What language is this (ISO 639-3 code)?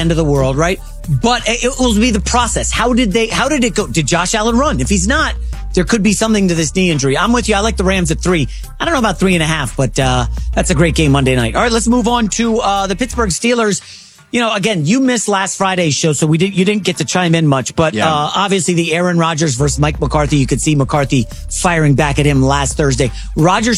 eng